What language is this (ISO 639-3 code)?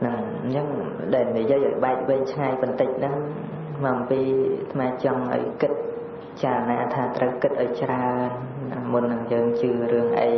khm